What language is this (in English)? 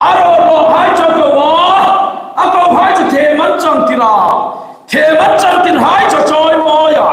Hmar